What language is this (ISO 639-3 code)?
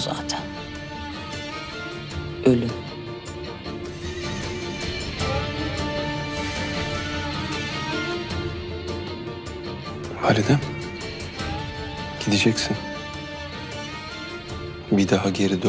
tur